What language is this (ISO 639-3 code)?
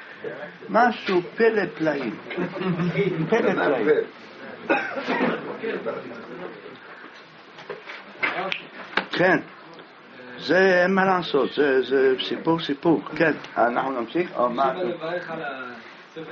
heb